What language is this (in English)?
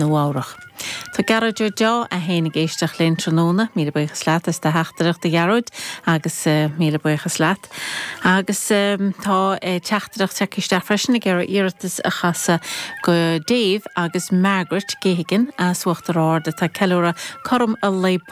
Irish